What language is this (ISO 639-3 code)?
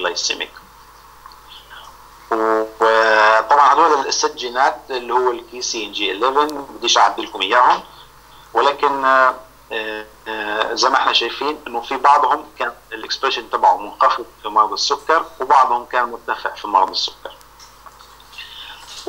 ajp